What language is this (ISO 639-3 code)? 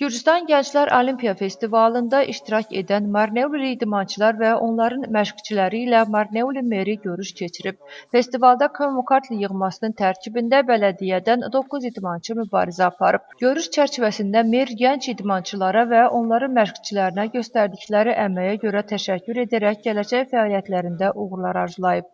aze